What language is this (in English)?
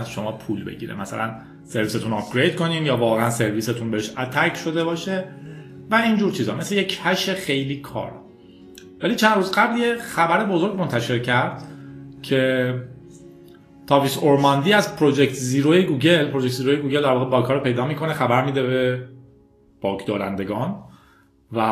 Persian